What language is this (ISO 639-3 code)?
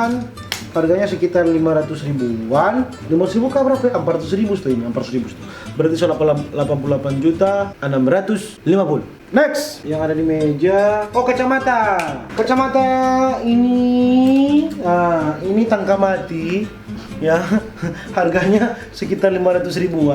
xmm